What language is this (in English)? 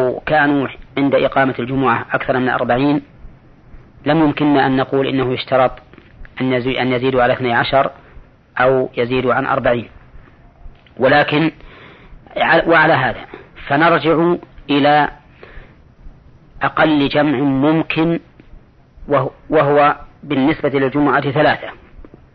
Arabic